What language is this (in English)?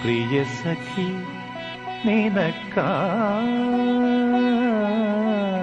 Malayalam